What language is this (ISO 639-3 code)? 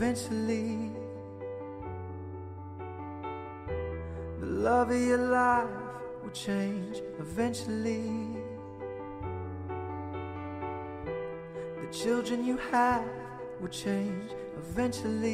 eng